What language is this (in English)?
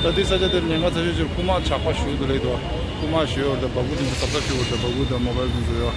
Tibetan